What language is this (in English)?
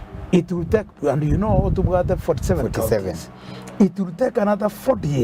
Gusii